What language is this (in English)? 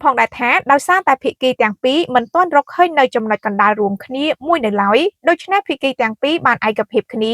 Khmer